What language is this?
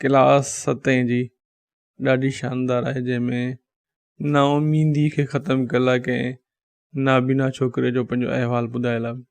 Sindhi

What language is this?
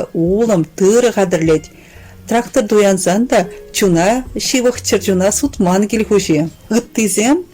Chuvash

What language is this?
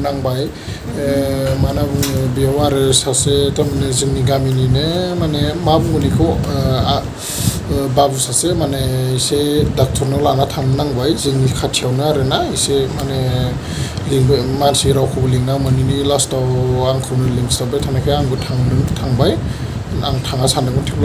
Bodo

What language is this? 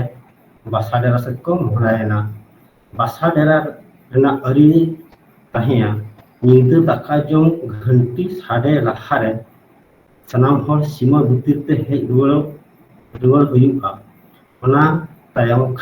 Santali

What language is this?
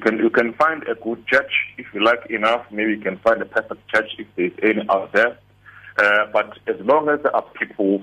English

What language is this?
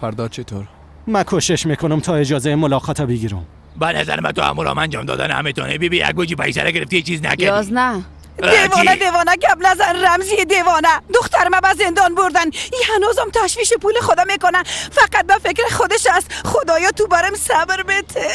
Persian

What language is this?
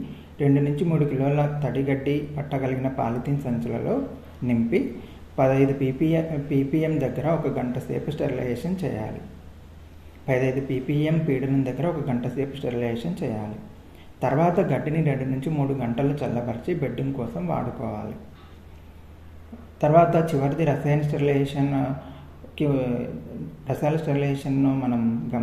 Telugu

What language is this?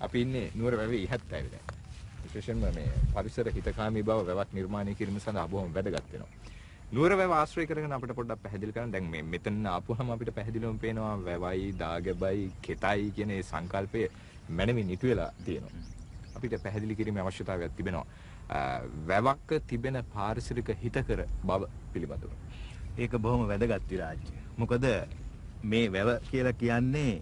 Sinhala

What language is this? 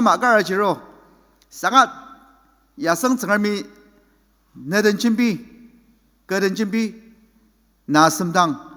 Ao Naga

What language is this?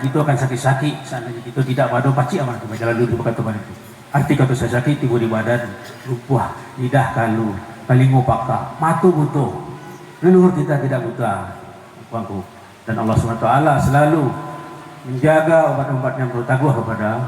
Minangkabau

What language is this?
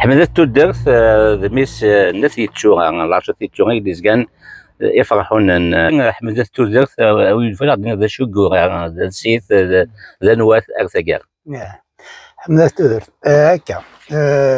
Kabyle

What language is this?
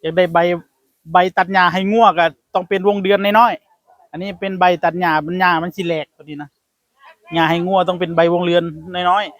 Northeastern Thai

